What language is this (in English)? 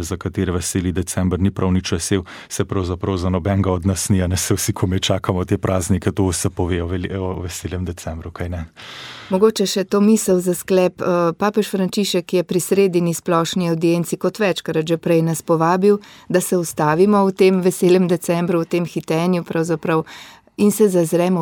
Slovenian